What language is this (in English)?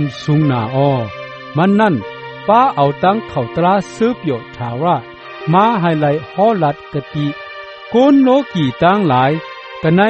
Shan